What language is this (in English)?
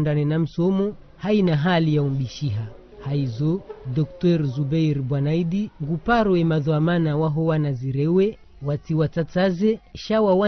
Ngazidja Comorian